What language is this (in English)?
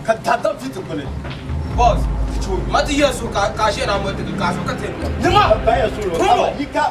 Dagbani